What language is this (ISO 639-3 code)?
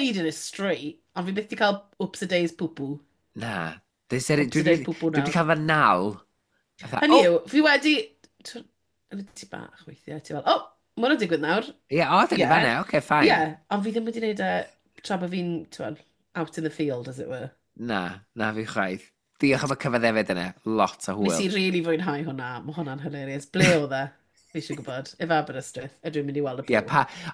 cym